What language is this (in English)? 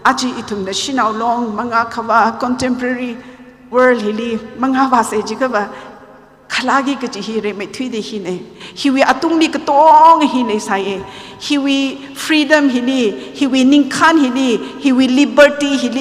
Tangkhul Naga (India)